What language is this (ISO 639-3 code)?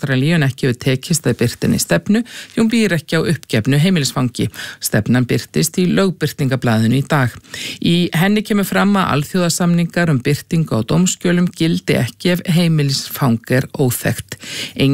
isl